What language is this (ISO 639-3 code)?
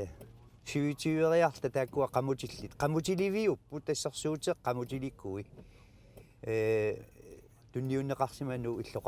kal